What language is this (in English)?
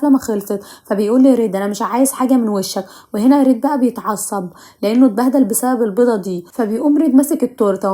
Egyptian Arabic